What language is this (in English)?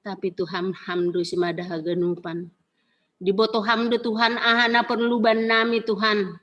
Batak Simalungun